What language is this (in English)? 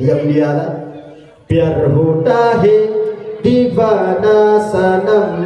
Achinese